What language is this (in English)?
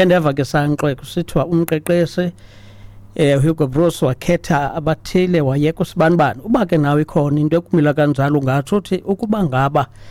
Xhosa